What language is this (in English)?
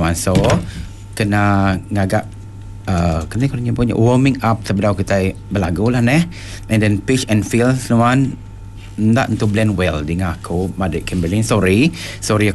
Iban